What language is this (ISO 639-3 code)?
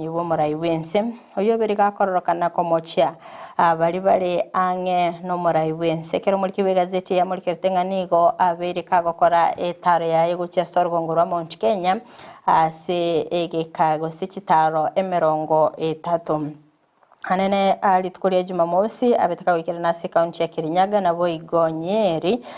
guz